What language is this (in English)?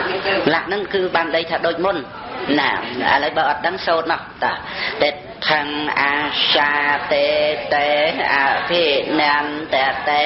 Khmer